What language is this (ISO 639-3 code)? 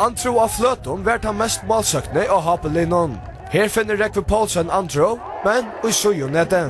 fao